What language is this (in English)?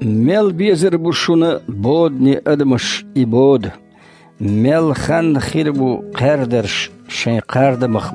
Chechen